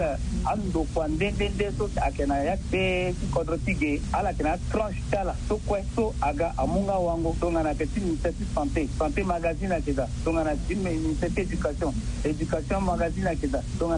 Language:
Sango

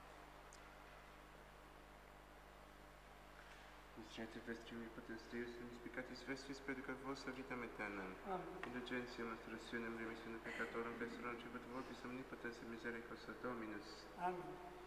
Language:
Latin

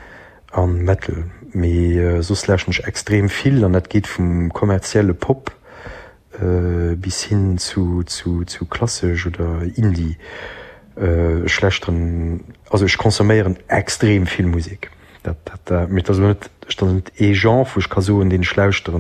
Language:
Luxembourgish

